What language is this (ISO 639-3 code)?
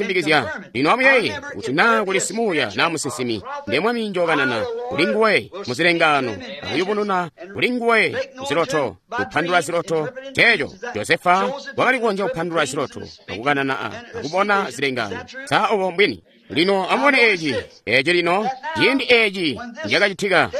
toi